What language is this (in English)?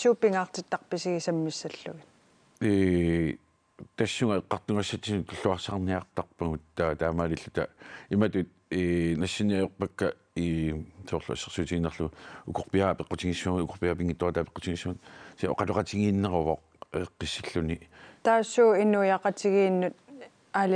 Kalaallisut